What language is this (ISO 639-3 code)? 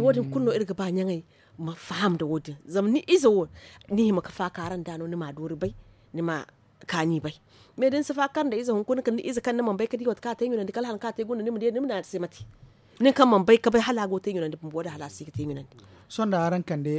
dje